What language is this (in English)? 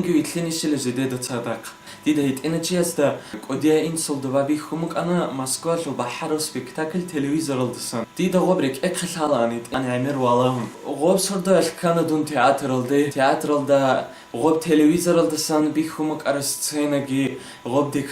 Avaric